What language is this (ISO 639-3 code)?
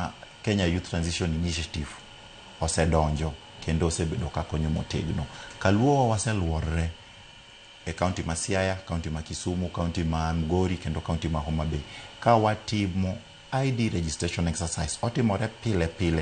luo